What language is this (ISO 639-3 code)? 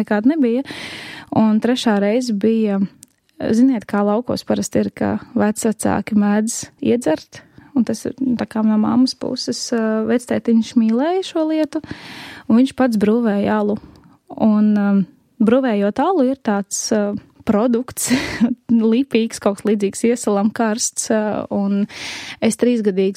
lav